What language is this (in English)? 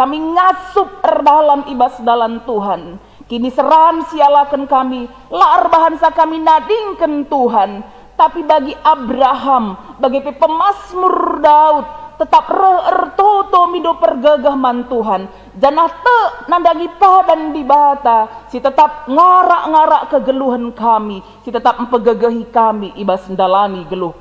Batak Karo